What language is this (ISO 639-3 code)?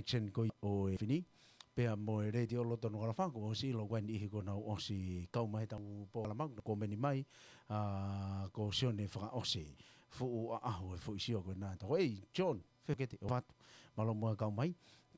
ton